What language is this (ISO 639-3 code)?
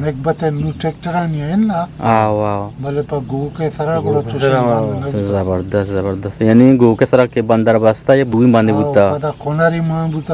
bgp